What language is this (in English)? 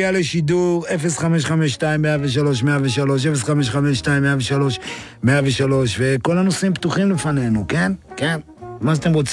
Hebrew